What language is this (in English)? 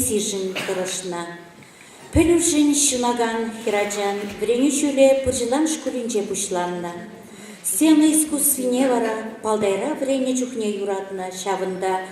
Chuvash